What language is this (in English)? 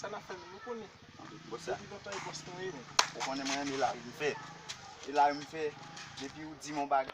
Haitian Creole